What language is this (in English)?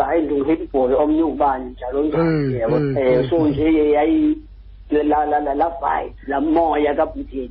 Xhosa